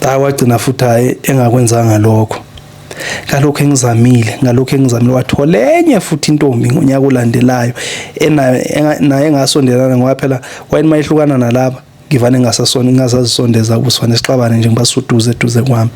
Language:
Zulu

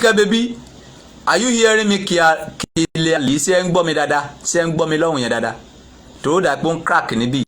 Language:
Yoruba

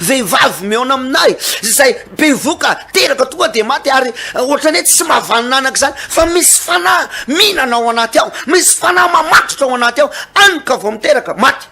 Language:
Malagasy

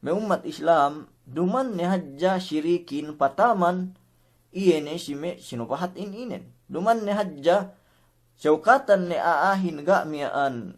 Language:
Yakan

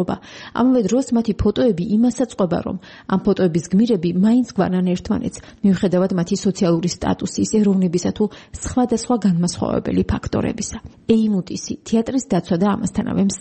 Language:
Georgian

